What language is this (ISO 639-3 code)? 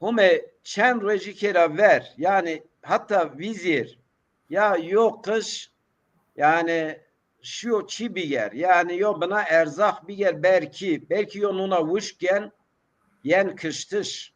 zza